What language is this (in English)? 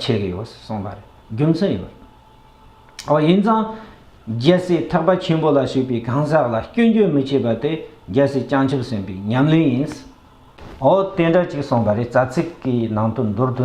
Tibetan